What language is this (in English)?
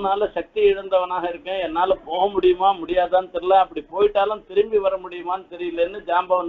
Tamil